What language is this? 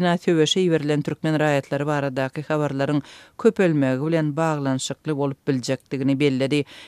Turkmen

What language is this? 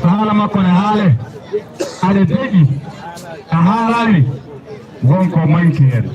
Fula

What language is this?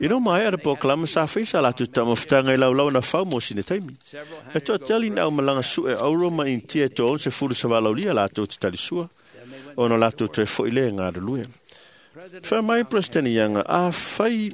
Samoan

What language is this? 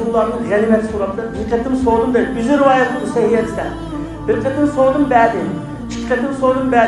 Uyghur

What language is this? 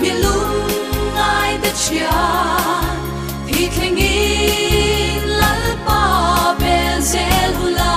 Mizo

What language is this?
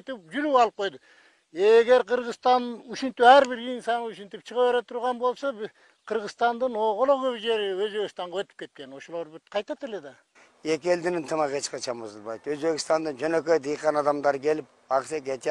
Kyrgyz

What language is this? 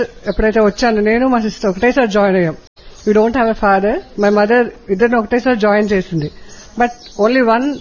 Telugu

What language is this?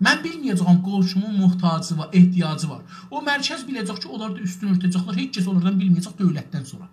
South Azerbaijani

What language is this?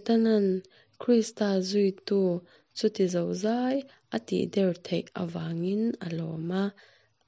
Mizo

